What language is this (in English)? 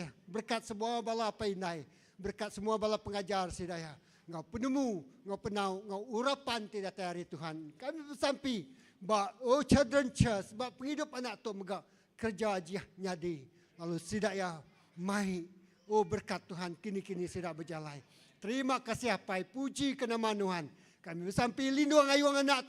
Iban